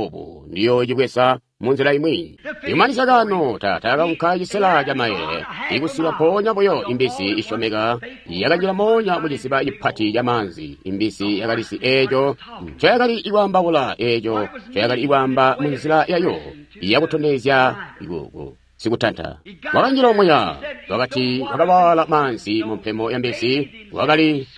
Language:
Tonga (Zambia)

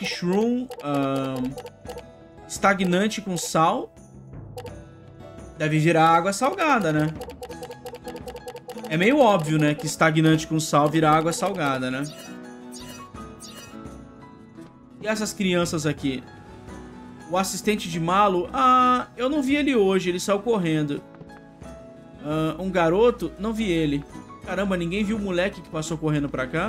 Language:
Portuguese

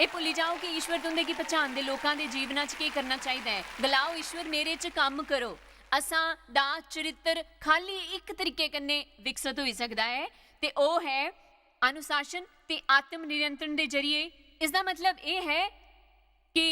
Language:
Dogri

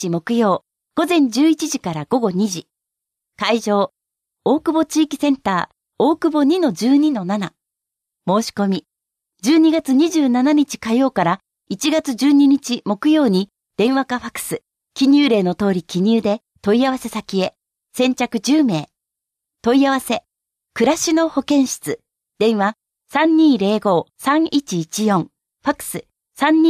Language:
Japanese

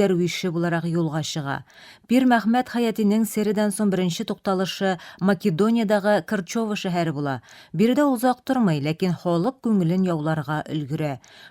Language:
Tatar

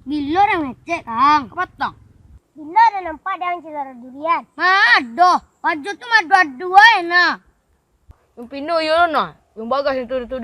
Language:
Minangkabau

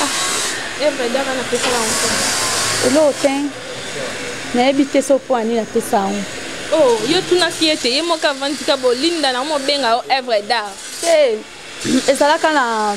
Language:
Lingala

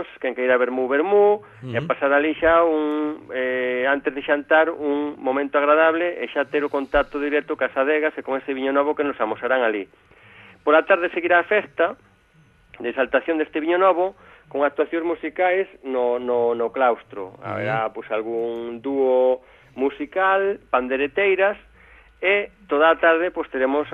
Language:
Galician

